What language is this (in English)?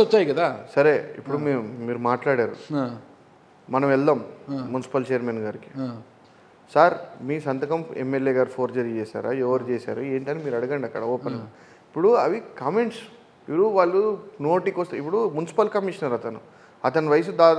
Telugu